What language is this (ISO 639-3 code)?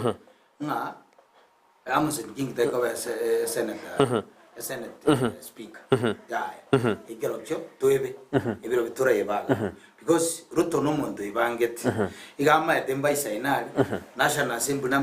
guz